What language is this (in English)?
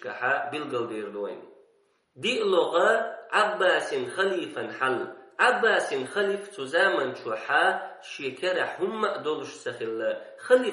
Chechen